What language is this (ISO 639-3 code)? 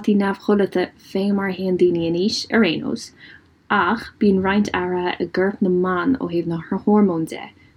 gle